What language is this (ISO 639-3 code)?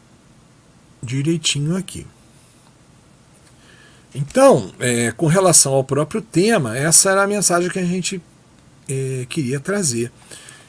por